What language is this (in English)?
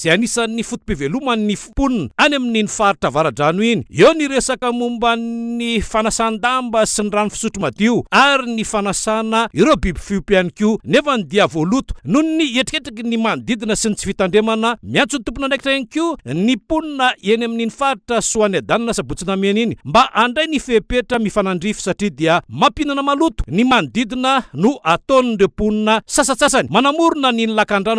Malagasy